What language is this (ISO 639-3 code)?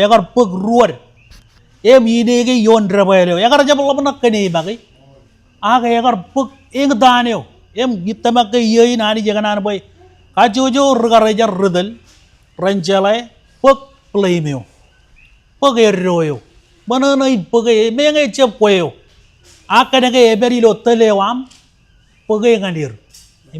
mah